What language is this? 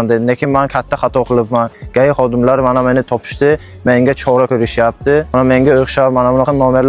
Uzbek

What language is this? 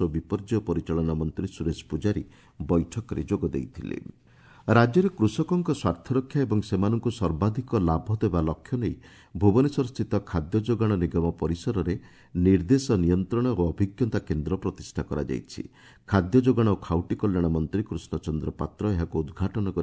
Odia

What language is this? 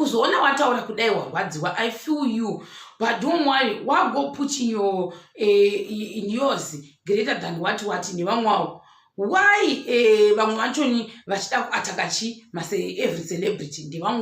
Shona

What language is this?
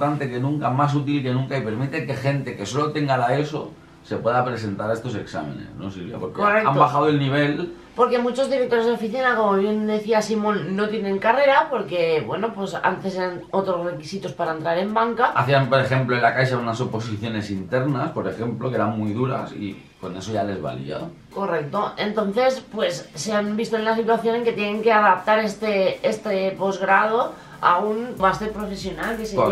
Spanish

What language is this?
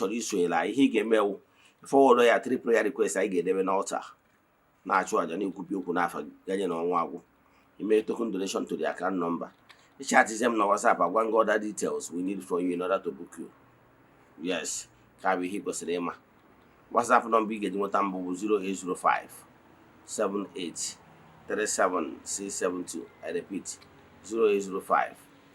Igbo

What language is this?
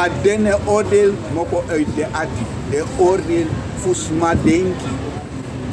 Sranan Tongo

